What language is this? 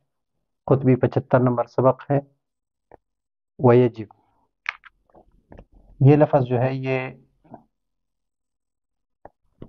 Urdu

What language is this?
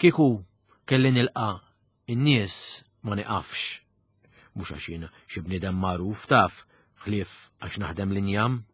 Maltese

